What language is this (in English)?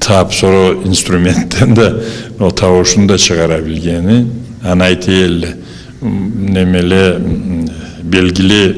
Karachay-Balkar